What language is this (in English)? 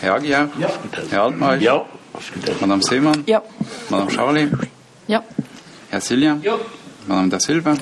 Luxembourgish